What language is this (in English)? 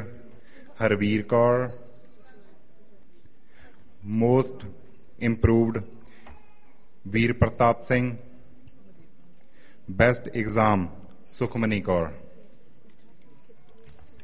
Punjabi